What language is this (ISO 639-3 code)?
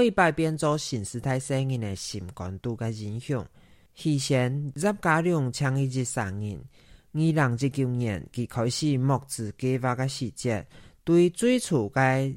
hak